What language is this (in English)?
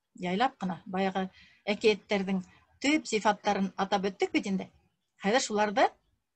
Bashkir